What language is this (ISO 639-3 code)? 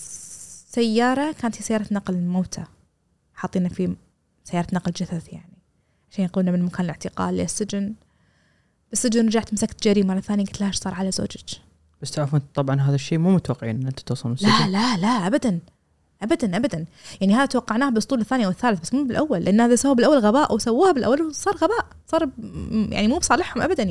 afb